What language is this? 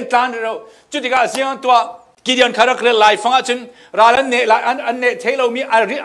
Falam Chin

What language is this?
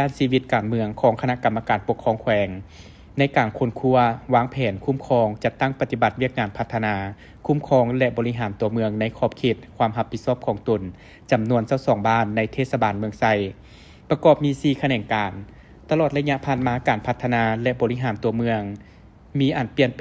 Lao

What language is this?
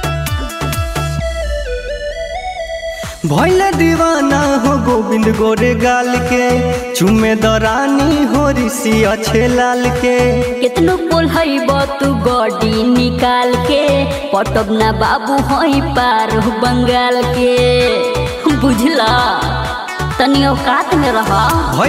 Bhojpuri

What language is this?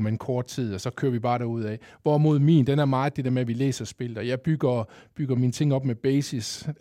Danish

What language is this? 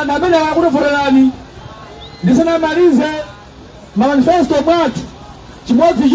Nyanja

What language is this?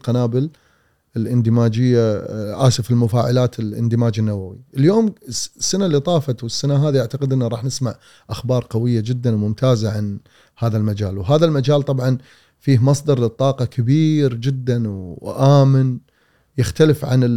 Gulf Arabic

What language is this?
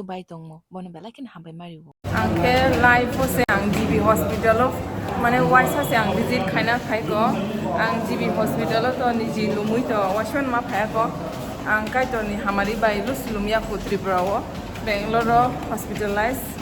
Kok Borok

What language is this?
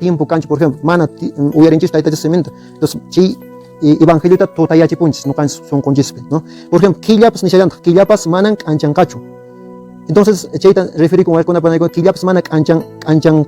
Quechua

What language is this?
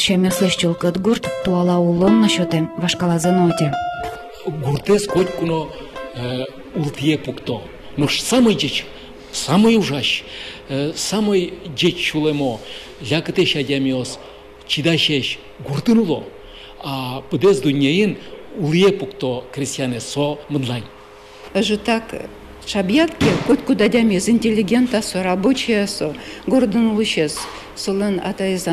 Udmurt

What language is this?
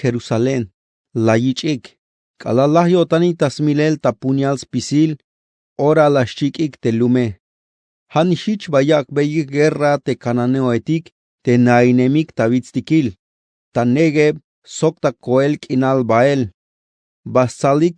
Tzeltal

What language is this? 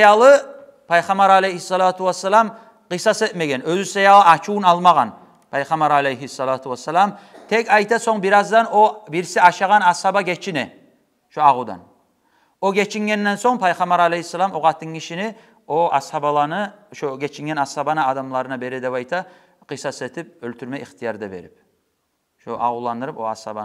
Kumyk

